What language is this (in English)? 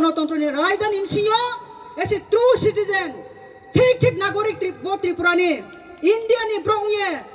Riang (India)